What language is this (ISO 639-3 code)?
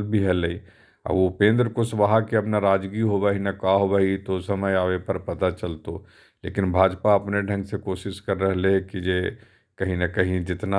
mag